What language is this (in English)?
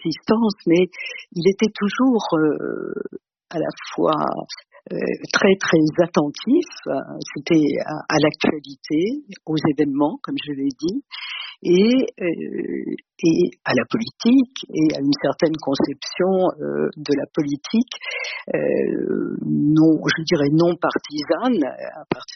French